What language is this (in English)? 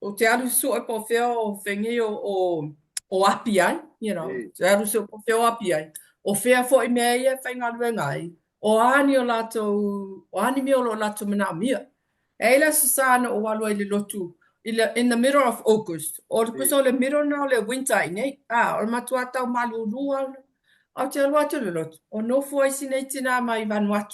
Samoan